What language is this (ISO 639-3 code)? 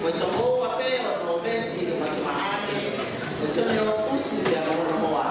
ton